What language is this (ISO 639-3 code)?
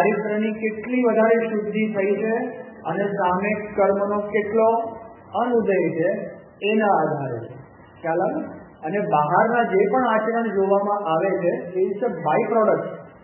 guj